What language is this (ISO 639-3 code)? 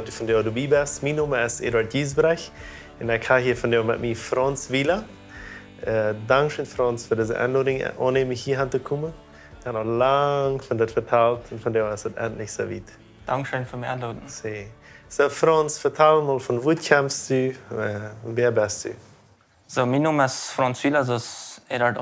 pdt